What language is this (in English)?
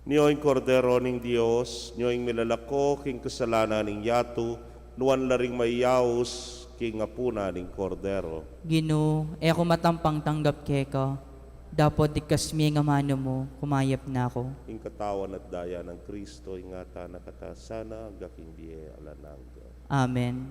Pampanga